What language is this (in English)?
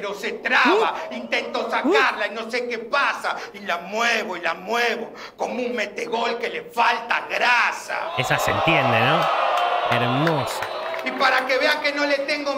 Spanish